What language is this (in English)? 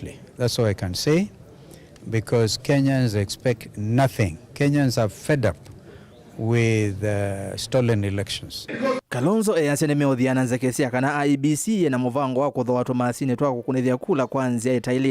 Kamba